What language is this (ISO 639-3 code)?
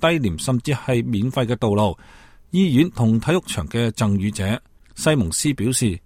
yue